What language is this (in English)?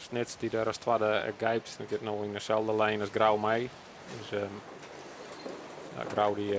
Western Frisian